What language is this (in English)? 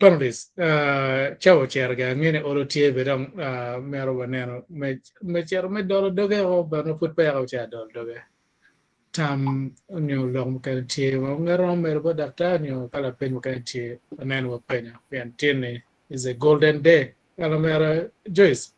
Acoli